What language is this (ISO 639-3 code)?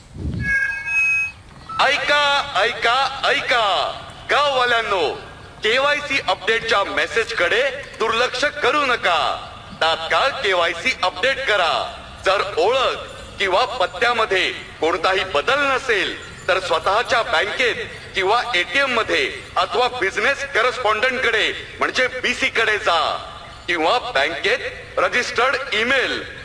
mar